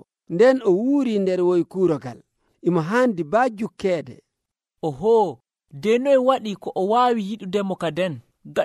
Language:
Nigerian Fulfulde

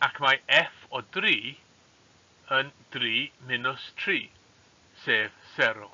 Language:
Welsh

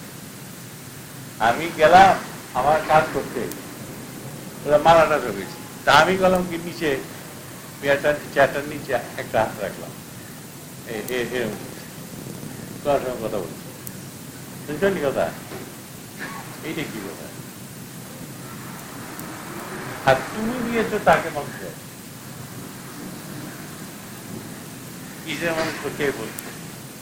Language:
Bangla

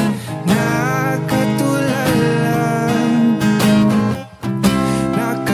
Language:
Filipino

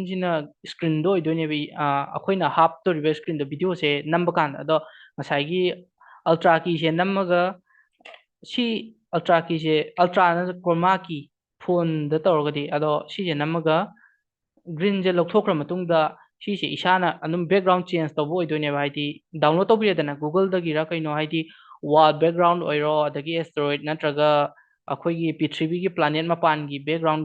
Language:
Manipuri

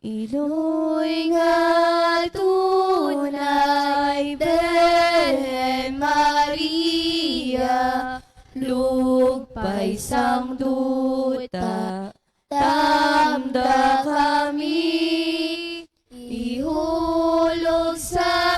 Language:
Hiligaynon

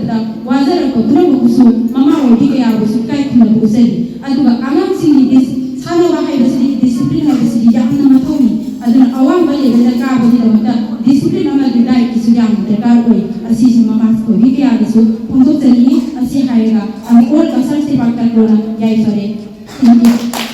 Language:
Manipuri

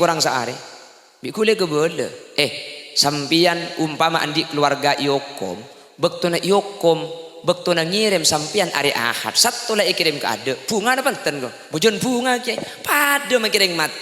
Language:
Madurese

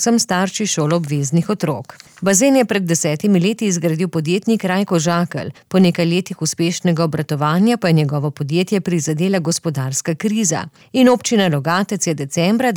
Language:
Slovenian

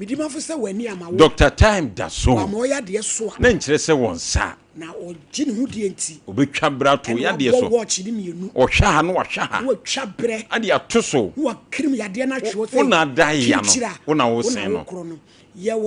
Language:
Akan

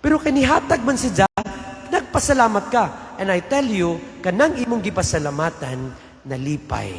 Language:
Cebuano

